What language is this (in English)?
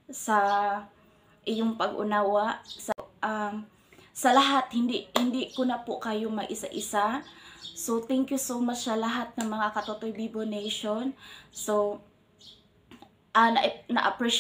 Filipino